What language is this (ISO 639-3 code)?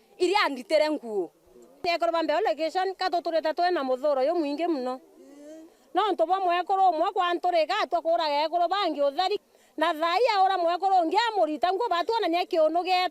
mer